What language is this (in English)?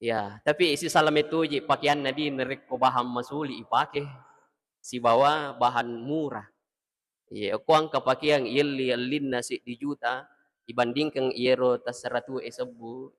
Buginese